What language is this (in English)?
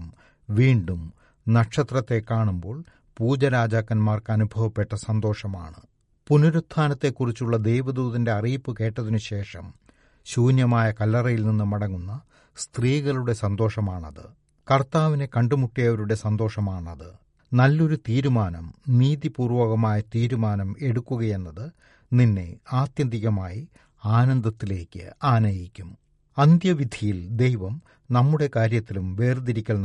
Malayalam